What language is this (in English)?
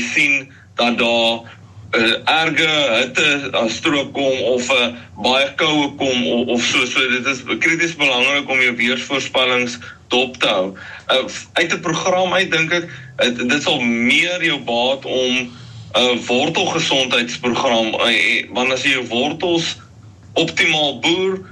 Afrikaans